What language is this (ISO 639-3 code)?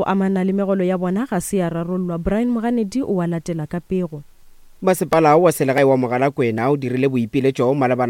nso